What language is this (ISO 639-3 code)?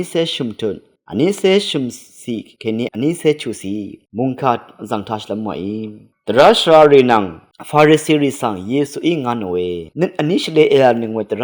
raw